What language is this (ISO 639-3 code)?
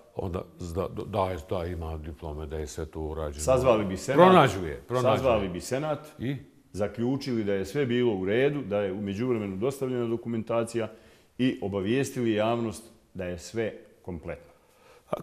bos